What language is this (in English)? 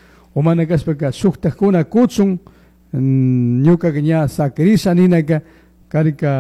Chimborazo Highland Quichua